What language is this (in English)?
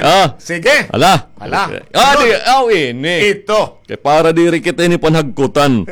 Waray